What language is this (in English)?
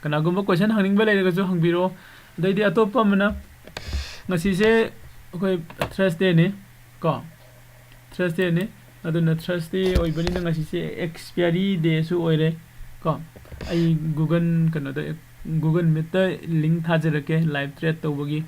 Manipuri